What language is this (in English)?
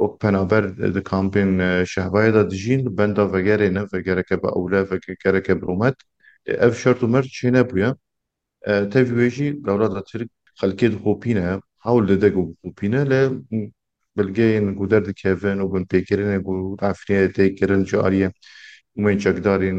Kurdish